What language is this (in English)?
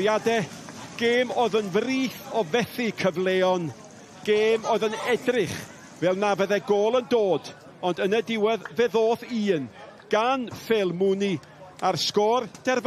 Welsh